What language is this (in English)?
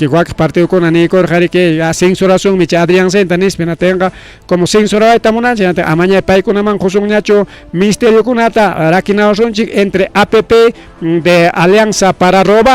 Ayacucho Quechua